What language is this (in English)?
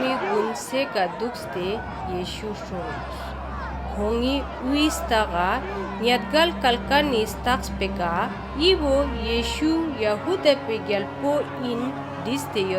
Ladakhi